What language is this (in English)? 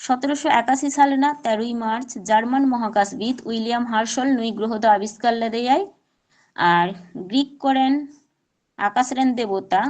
Santali